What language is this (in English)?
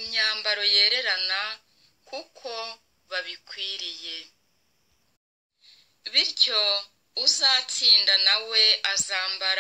Kinyarwanda